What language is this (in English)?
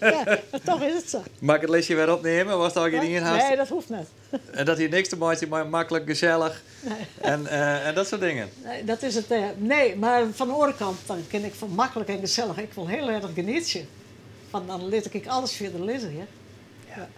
Western Frisian